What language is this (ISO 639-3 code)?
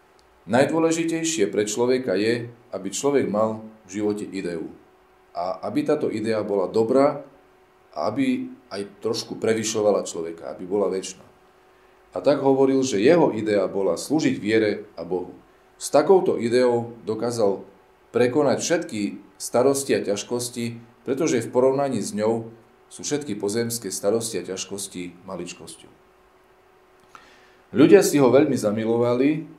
slk